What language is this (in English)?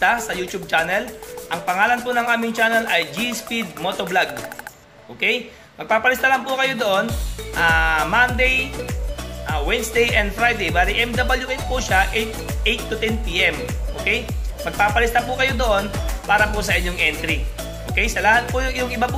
Filipino